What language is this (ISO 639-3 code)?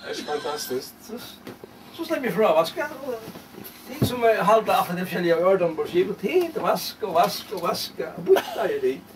fao